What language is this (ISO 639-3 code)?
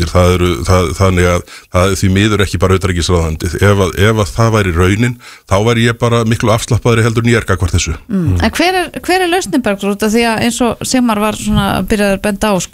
isl